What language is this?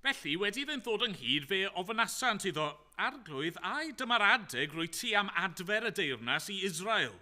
Welsh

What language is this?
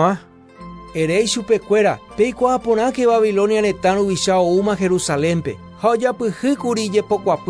Guarani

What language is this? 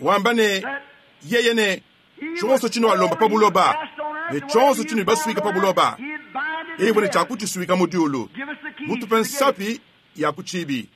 Luba-Lulua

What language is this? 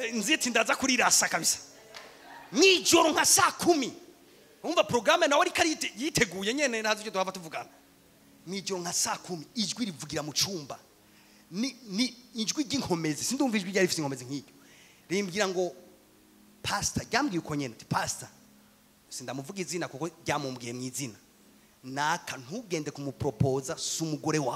Rundi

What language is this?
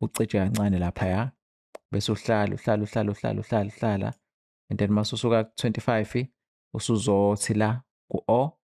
Zulu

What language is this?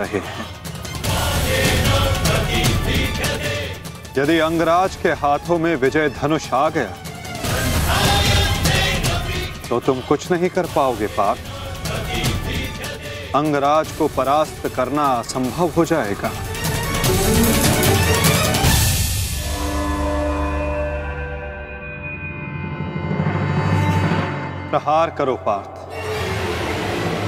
Hindi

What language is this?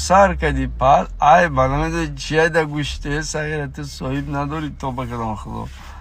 Tajik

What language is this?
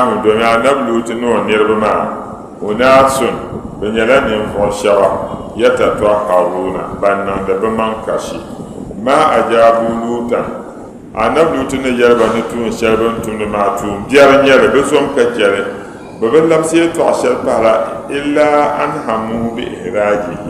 Dagbani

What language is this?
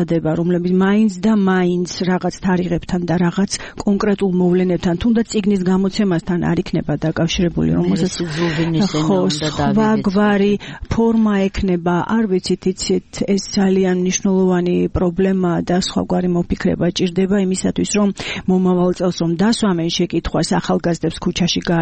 Georgian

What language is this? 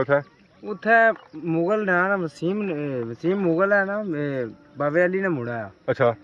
Pahari-Potwari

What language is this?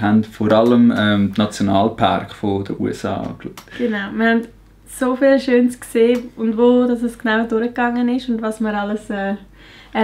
Swiss German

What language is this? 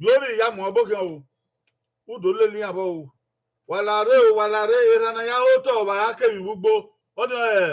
Bini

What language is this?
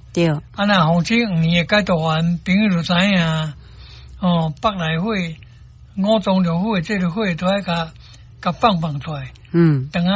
Min Nan Chinese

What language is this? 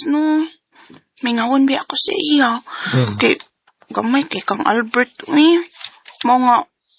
Cebuano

